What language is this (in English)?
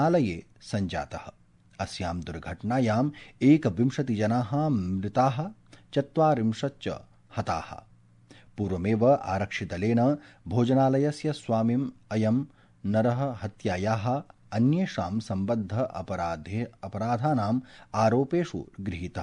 Sanskrit